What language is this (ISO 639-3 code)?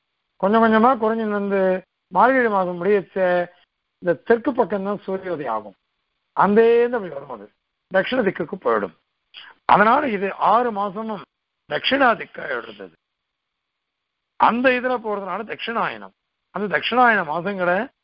tam